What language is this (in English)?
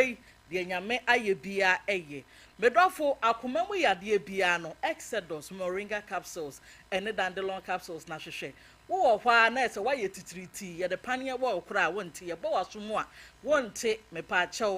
Akan